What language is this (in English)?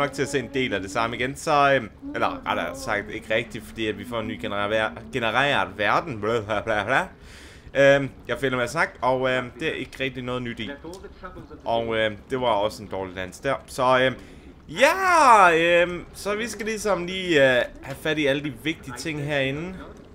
Danish